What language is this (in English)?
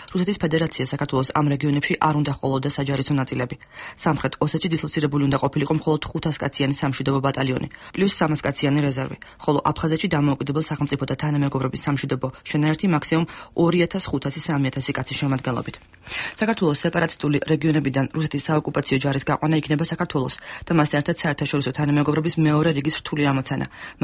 Georgian